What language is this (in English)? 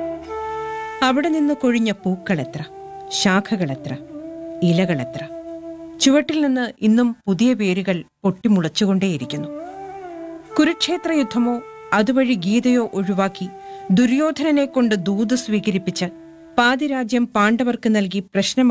Malayalam